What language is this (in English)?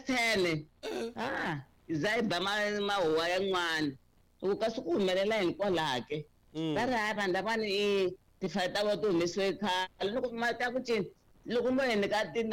Tsonga